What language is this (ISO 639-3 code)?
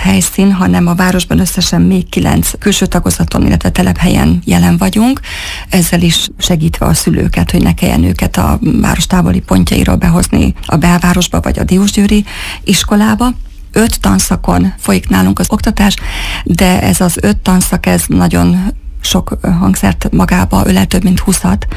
hun